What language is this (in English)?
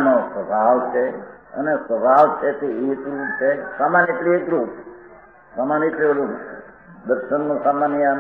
Gujarati